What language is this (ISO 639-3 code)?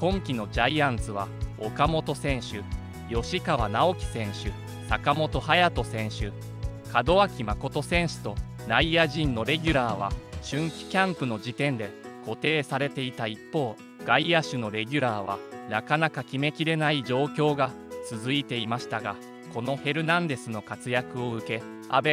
jpn